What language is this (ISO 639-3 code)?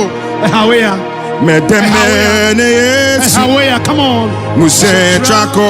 ewe